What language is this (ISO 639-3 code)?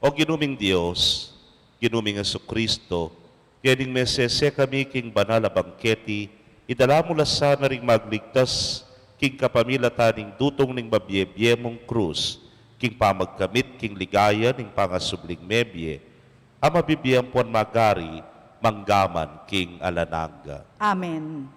pam